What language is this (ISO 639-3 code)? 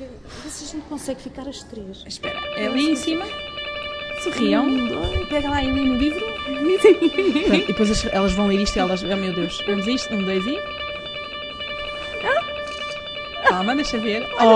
por